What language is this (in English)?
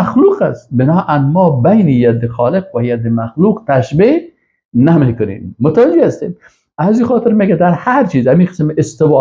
Persian